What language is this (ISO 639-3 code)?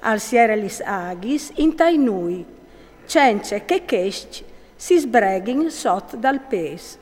fur